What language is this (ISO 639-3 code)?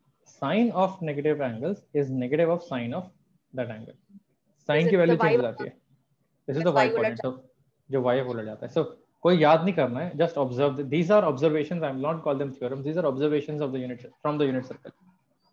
hin